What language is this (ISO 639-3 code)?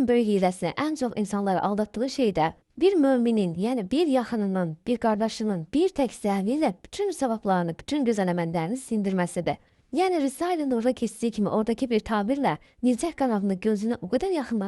aze